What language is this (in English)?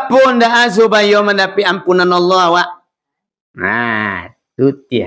Minangkabau